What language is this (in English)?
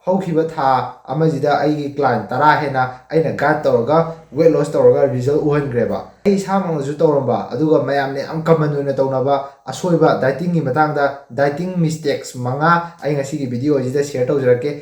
Manipuri